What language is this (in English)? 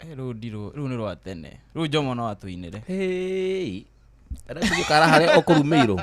Kikuyu